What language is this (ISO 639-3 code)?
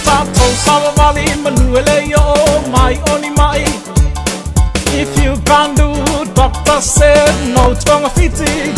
smo